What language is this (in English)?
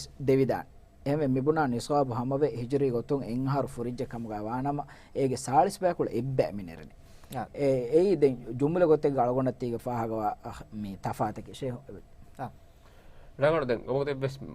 Divehi